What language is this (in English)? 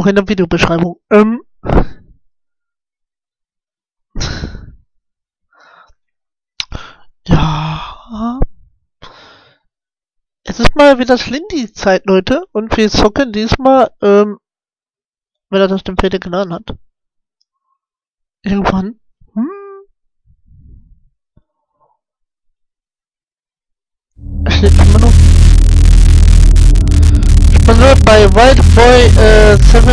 German